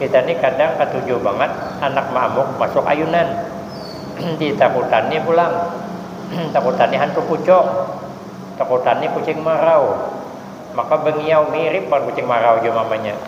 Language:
Banjar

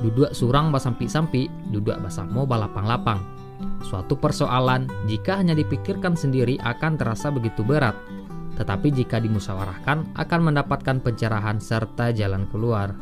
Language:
Minangkabau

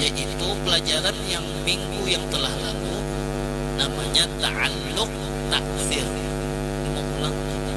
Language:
Banjar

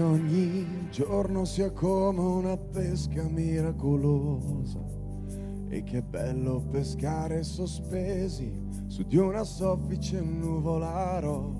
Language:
Italian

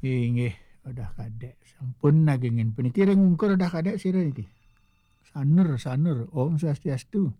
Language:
Balinese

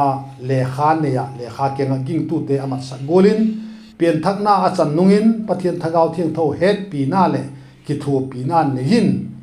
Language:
Vaiphei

